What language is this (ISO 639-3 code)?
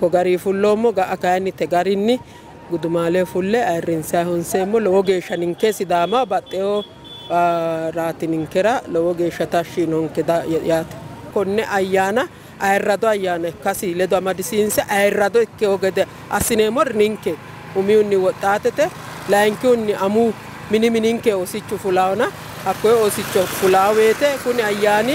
sid